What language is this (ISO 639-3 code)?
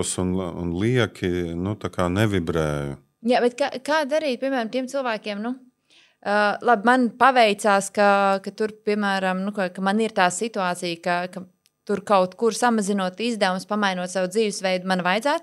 lav